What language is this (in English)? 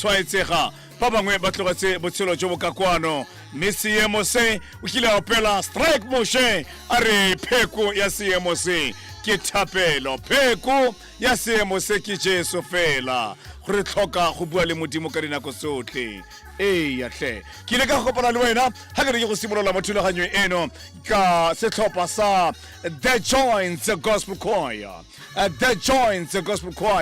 Tswana